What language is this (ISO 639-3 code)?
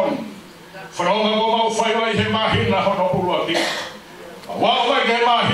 ton